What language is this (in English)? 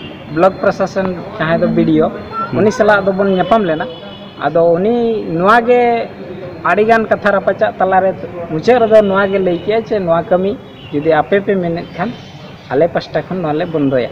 Santali